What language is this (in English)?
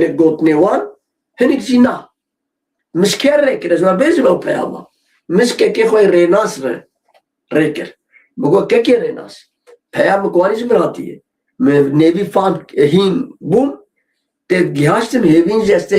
Kurdish